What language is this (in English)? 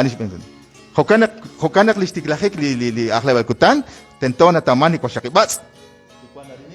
Kekchí